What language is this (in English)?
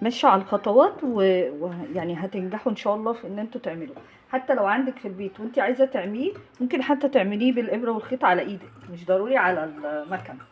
Egyptian Arabic